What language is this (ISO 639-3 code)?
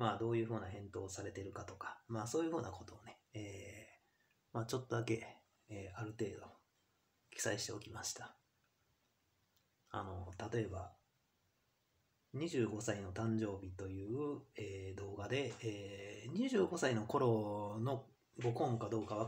jpn